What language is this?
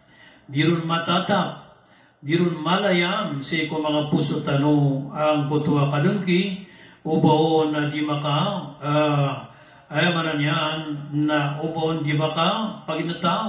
Maranao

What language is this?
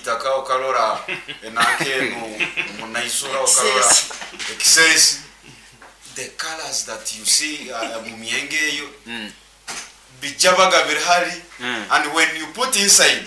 Nyoro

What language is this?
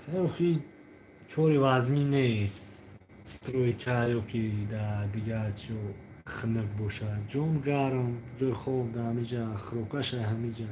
Tajik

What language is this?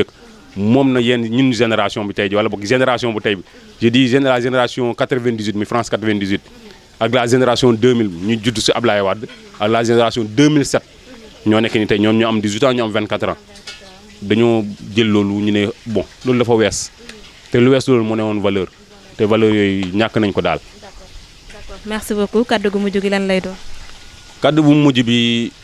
Wolof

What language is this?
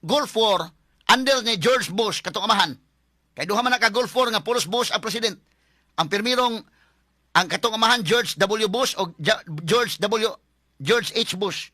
Cebuano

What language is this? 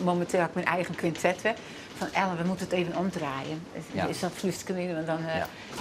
Western Frisian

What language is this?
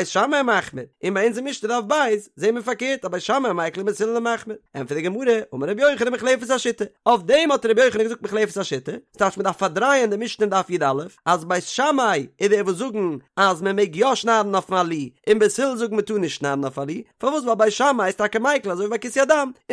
Yiddish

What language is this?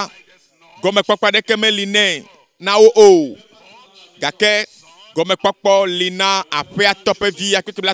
Ewe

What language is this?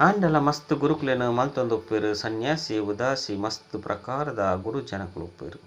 Tulu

